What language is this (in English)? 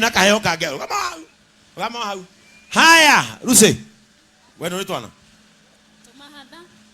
Kikuyu